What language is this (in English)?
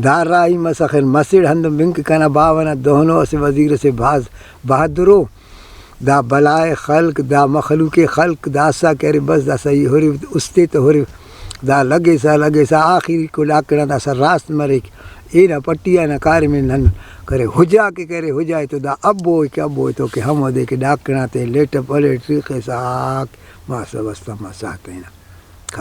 Brahui